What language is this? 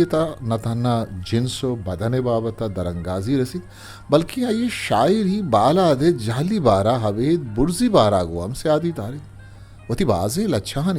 Eastern Balochi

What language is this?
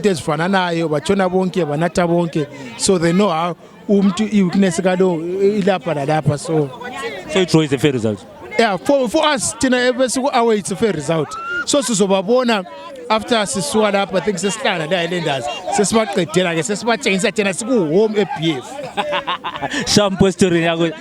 North Ndebele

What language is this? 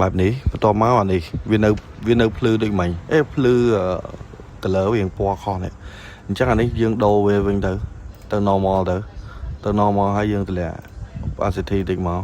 Khmer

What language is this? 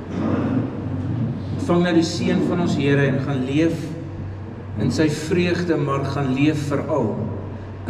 Afrikaans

